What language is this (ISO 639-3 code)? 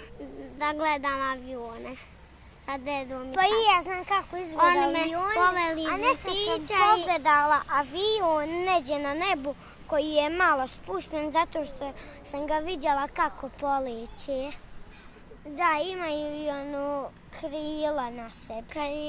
bos